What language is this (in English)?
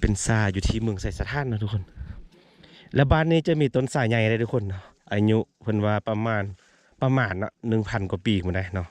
Lao